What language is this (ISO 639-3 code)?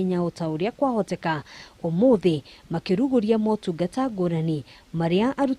kik